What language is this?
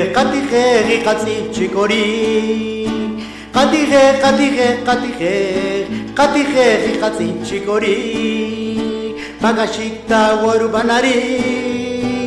Poqomchi'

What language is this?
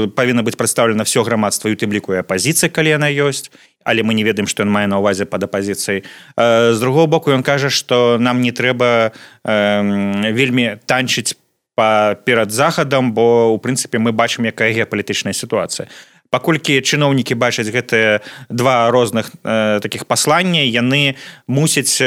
Belarusian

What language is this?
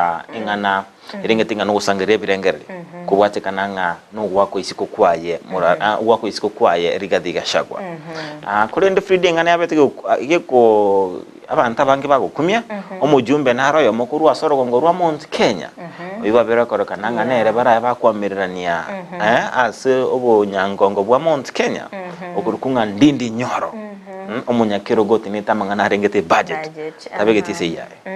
Gusii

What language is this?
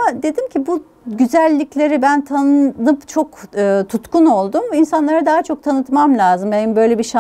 Turkish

